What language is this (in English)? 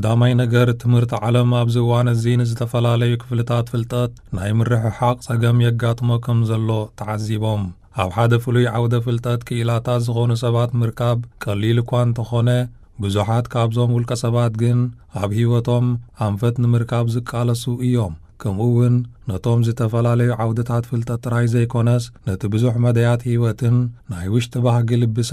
Tigrinya